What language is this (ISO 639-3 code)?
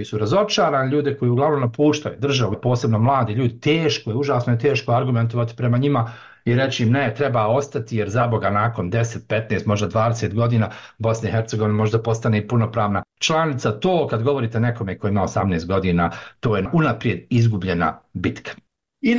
bos